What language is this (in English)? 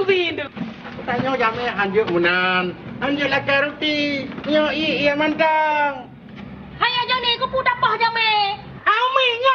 Achinese